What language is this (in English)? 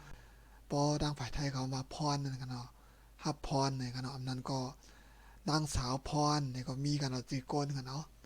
Shan